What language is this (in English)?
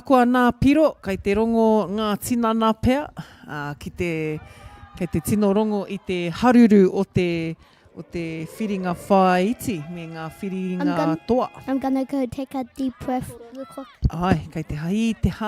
Māori